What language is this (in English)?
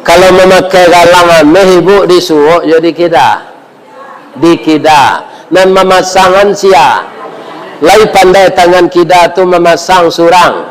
Minangkabau